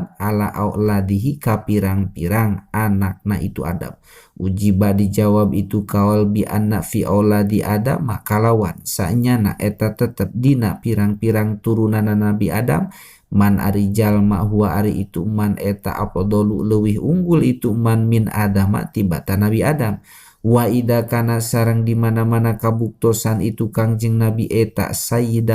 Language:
Sundanese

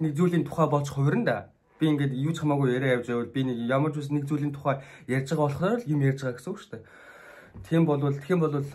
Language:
Mongolian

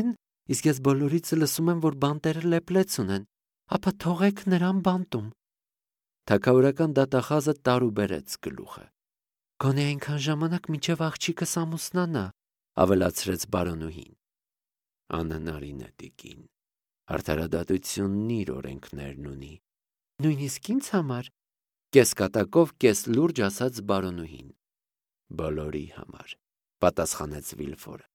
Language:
Armenian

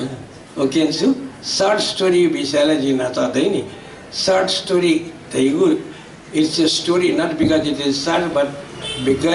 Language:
Newari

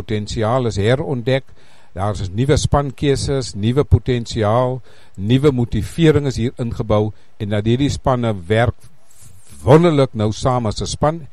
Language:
Afrikaans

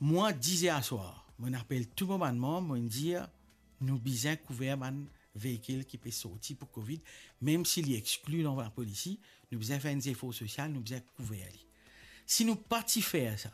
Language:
Morisyen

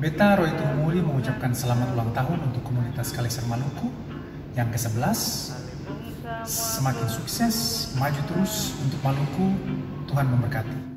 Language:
Ambonese Malay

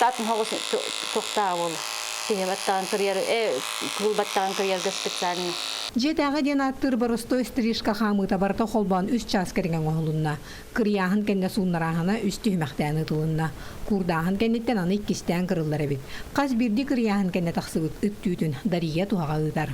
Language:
Yakut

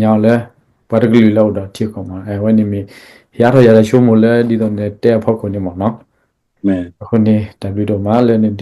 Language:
S'gaw Karen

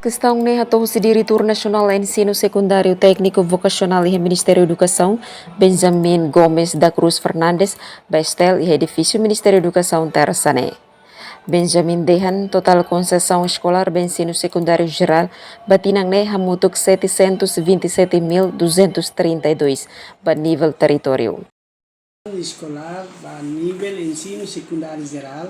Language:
Tetum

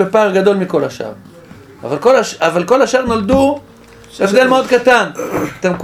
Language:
Hebrew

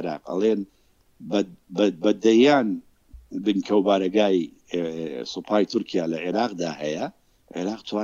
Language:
Central Kurdish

